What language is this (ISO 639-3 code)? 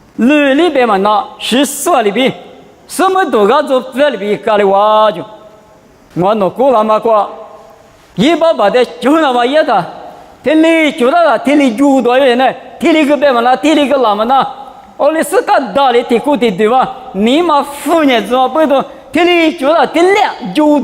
lis